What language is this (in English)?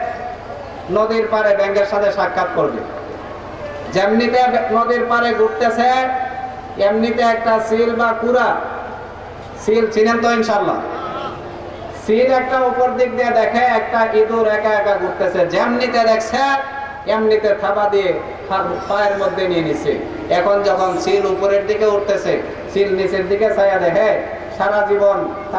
Bangla